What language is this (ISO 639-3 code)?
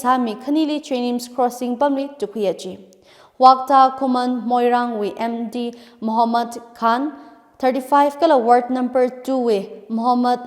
nmf